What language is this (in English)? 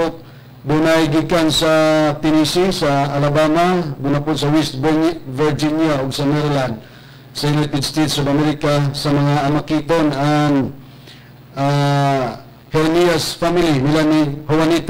Cebuano